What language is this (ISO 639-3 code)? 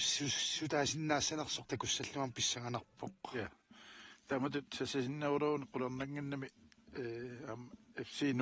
kal